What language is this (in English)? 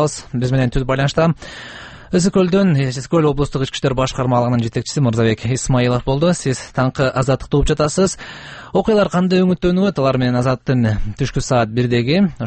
Kyrgyz